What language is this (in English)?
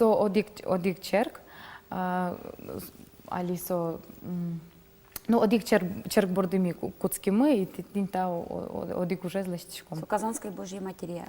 Udmurt